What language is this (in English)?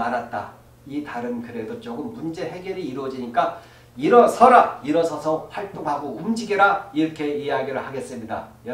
Korean